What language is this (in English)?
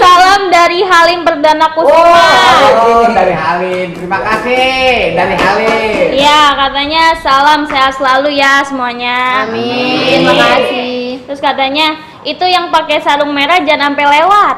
Betawi